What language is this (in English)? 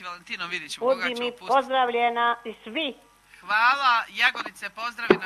Croatian